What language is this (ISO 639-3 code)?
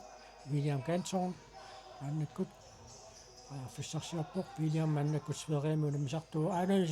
kal